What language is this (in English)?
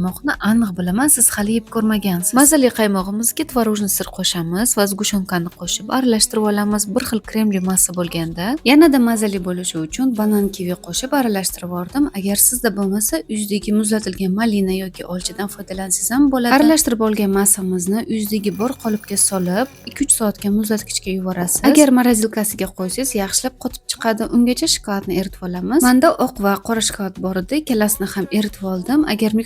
Uzbek